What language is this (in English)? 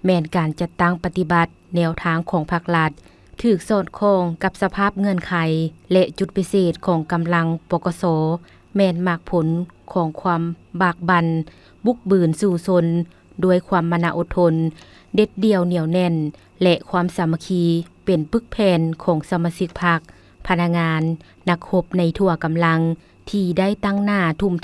Lao